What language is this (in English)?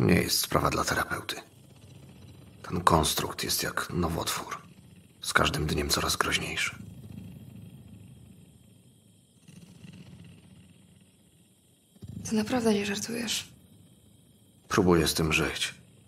Polish